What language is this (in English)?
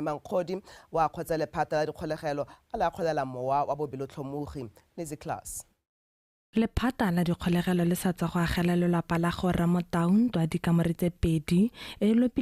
Tswana